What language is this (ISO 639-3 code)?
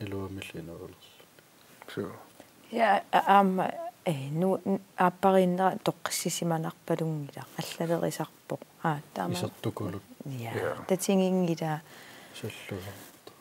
kal